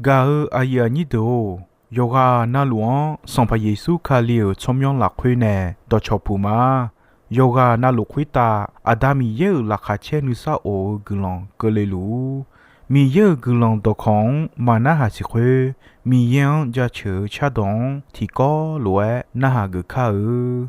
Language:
Akha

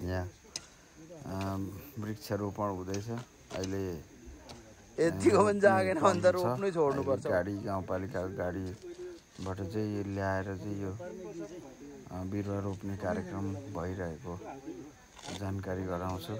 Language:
Nepali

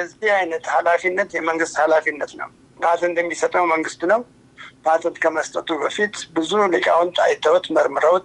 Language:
Amharic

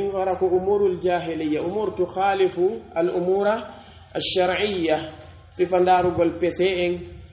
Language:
Pular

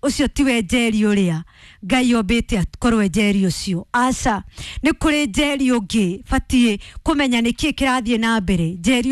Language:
Kikuyu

